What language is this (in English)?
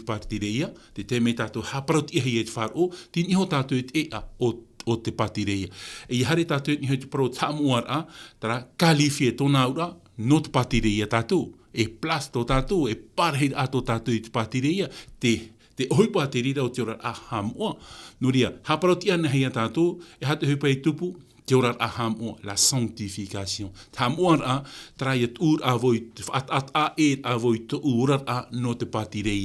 Tahitian